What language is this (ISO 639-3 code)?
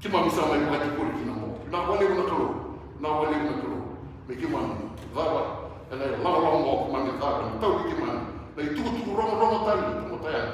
fij